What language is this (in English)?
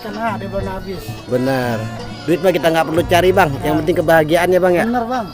Betawi